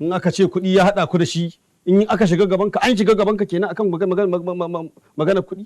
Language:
Hausa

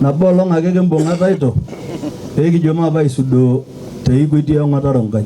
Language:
Masai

